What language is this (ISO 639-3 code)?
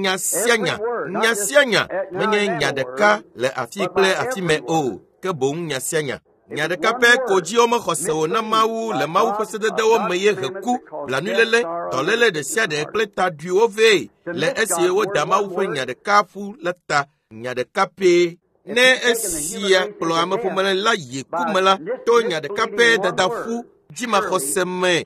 ewe